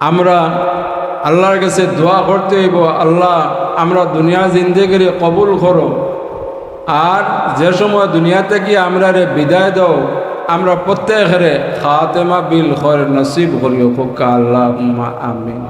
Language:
Sylheti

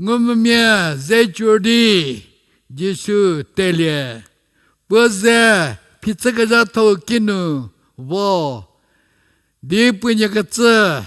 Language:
Angami Naga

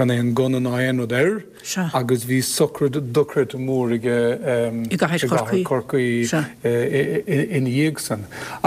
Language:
Irish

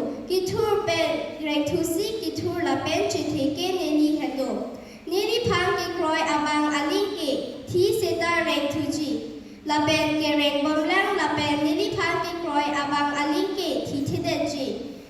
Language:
Karbi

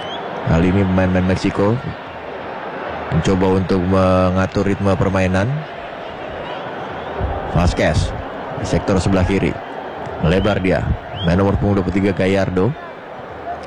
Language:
Indonesian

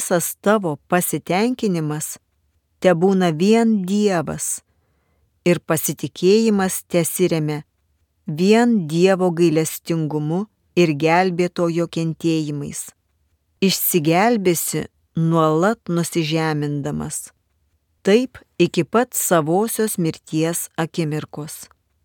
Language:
Lithuanian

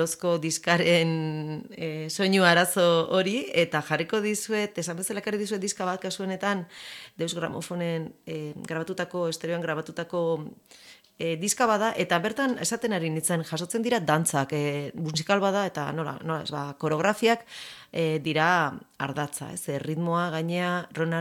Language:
Basque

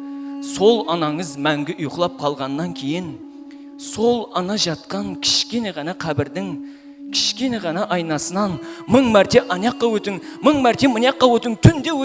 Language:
Kara-Kalpak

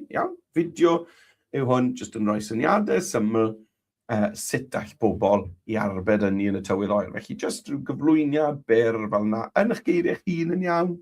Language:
Welsh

